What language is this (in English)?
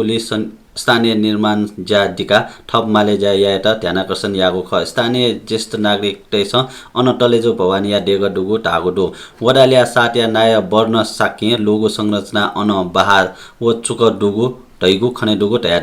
Newari